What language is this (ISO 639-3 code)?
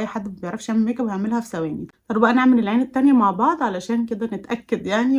arz